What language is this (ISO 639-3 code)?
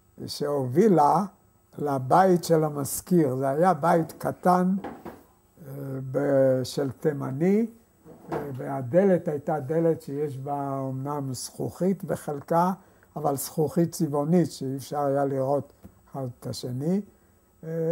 heb